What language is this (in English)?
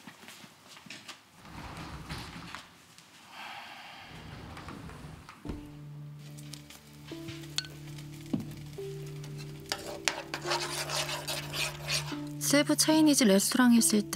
Korean